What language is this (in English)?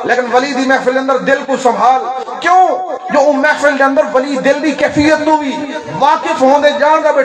Saraiki